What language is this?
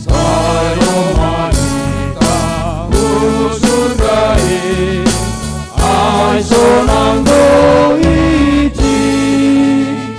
Batak Simalungun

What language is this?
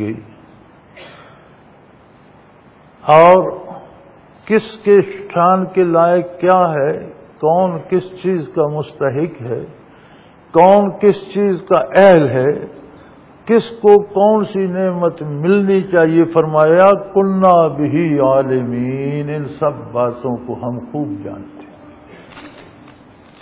Urdu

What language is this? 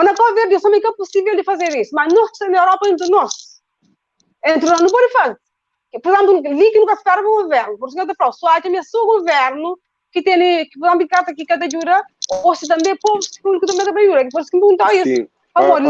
Kabuverdianu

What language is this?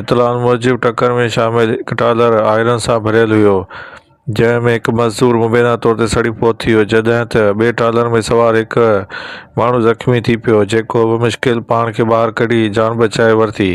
Sindhi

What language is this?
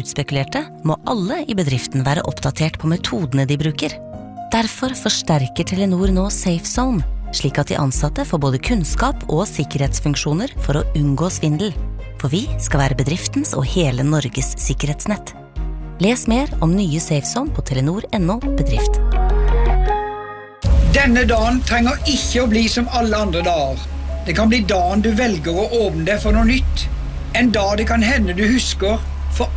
Norwegian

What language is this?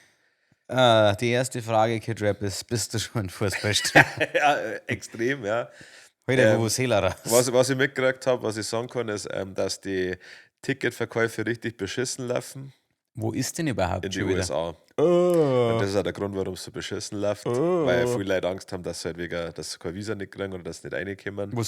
Bavarian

